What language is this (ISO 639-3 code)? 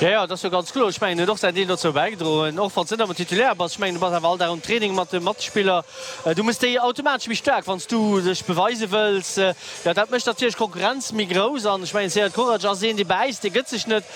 ltz